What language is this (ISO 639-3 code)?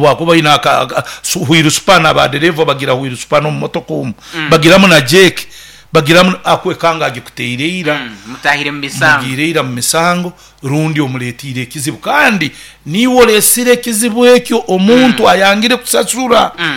nyo